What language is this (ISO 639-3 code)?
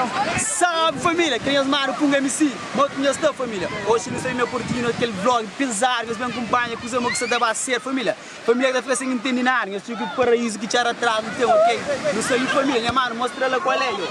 kea